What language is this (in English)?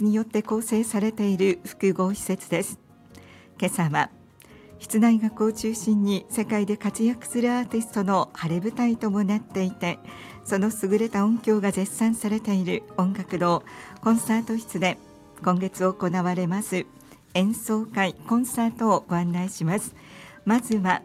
Japanese